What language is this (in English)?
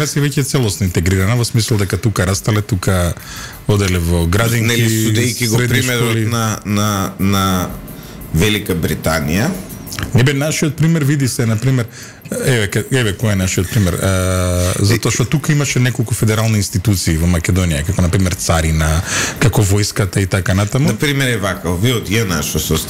Macedonian